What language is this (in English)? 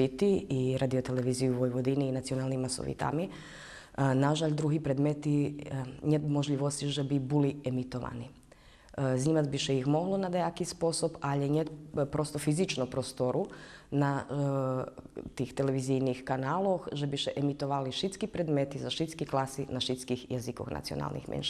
Rusyn